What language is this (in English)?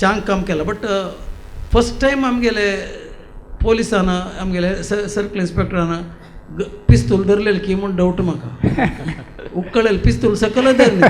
Konkani